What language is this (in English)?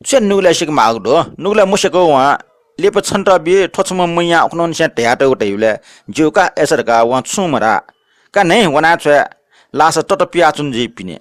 Newari